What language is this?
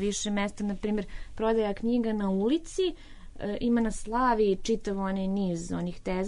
Serbian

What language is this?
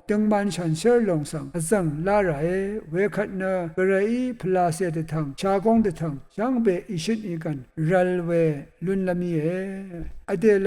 Rawang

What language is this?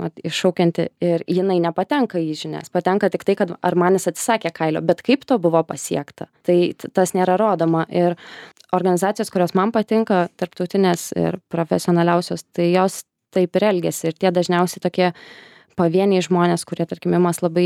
Lithuanian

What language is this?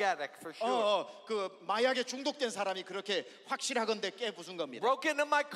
Korean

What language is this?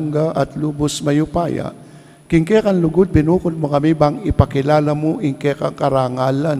Pampanga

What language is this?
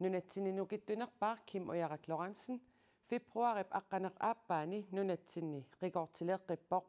Kalaallisut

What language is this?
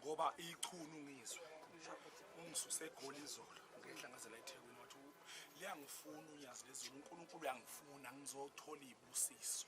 Zulu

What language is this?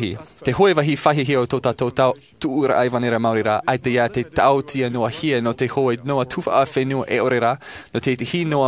Tahitian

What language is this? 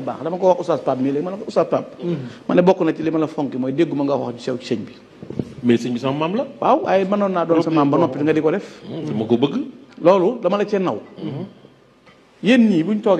Wolof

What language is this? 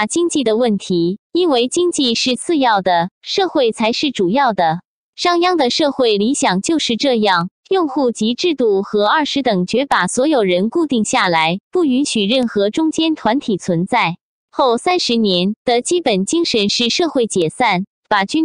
Chinese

